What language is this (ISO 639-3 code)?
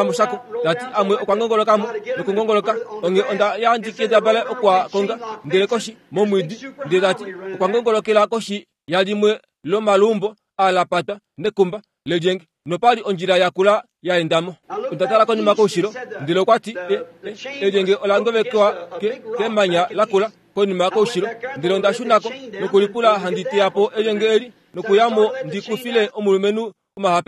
kua